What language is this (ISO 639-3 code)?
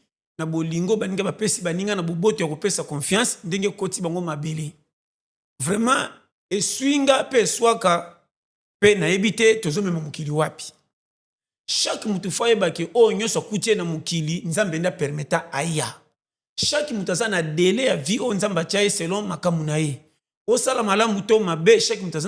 lin